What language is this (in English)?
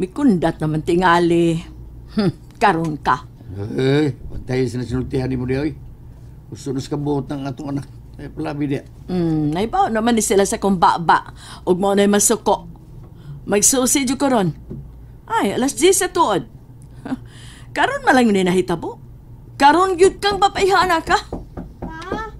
Cebuano